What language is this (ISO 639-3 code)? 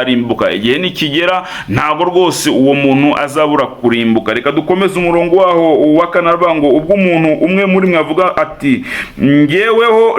kin